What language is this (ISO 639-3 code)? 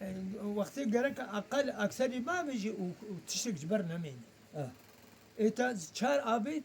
kur